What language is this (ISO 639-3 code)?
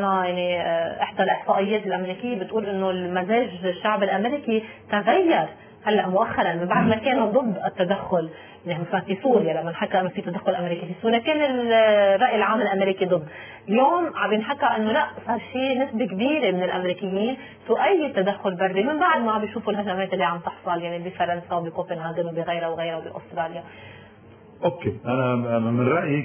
apc